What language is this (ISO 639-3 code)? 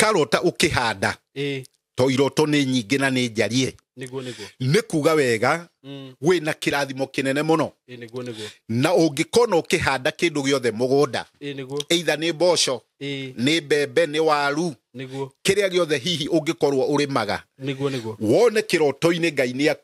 kik